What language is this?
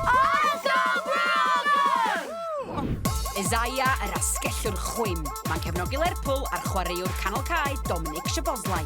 Welsh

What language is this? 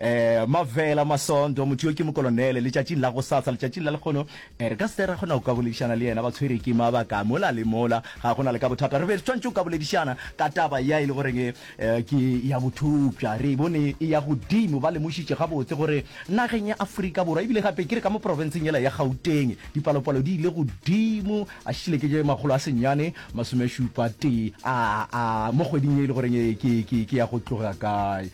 Northern Sotho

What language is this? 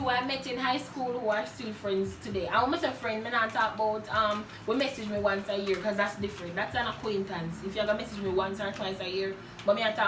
Jamaican Creole English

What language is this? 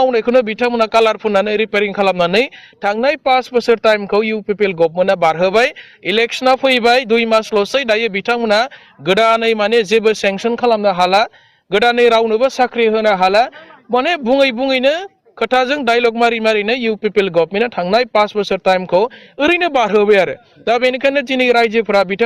Bodo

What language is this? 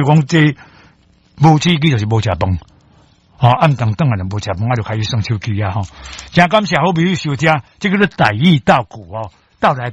Min Nan Chinese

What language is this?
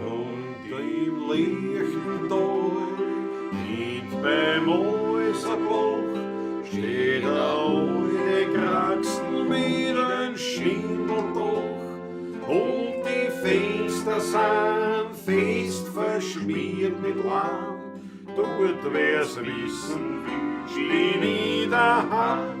Bavarian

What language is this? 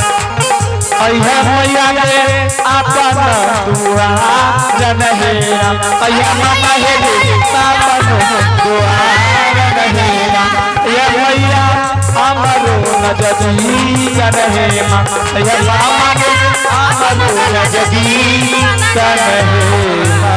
Angika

